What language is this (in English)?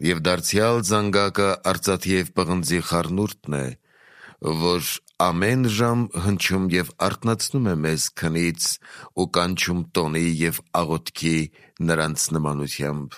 Armenian